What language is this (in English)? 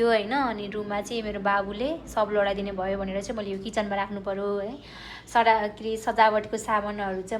Nepali